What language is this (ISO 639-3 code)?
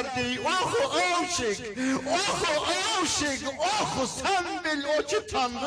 azb